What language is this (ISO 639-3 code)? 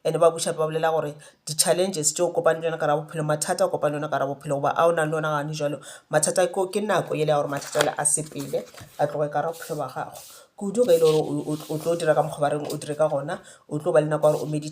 nso